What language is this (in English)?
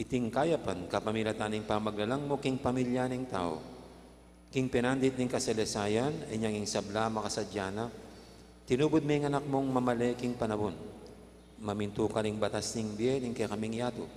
Pampanga